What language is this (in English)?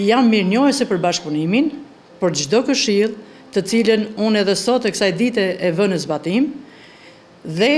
Albanian